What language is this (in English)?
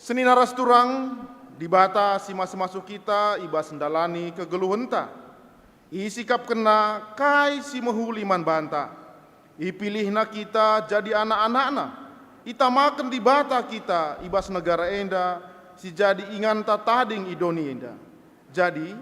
Batak Karo